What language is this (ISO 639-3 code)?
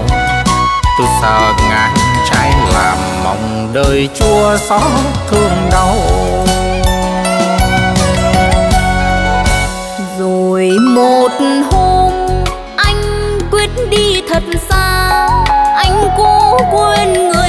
vie